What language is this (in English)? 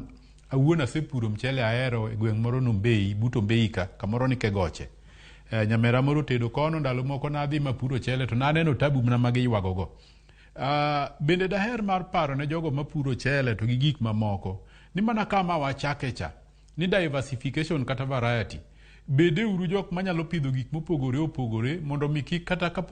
Luo (Kenya and Tanzania)